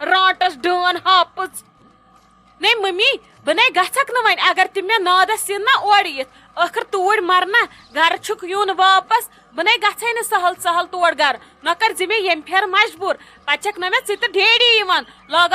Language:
Kashmiri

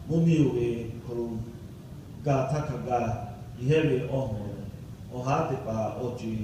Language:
Lahu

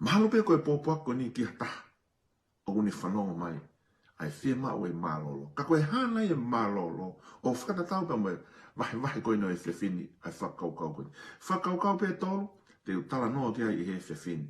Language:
Tongan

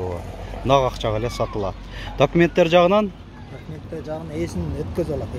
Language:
Kyrgyz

